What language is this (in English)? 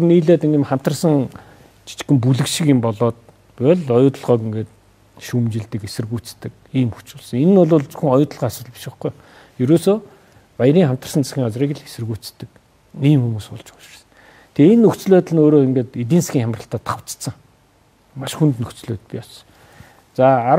Mongolian